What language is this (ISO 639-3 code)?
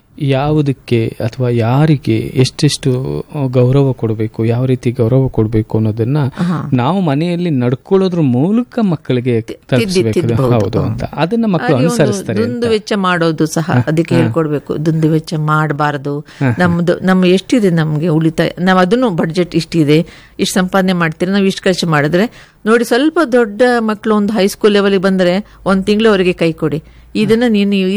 kan